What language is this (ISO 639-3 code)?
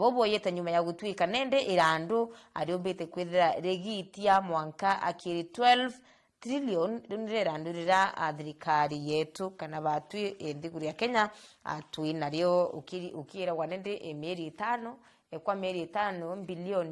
mer